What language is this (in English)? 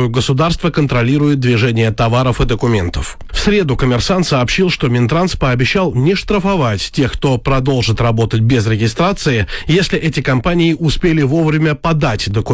Russian